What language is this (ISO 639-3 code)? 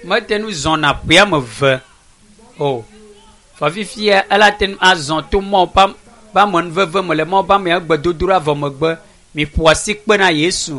ewe